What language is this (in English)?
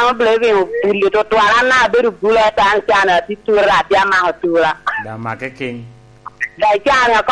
Lango (Uganda)